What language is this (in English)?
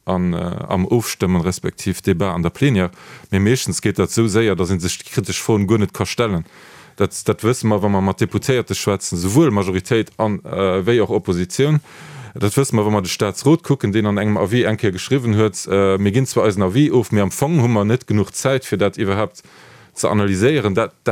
Luxembourgish